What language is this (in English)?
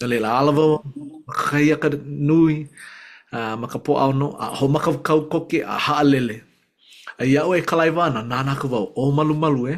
Hawaiian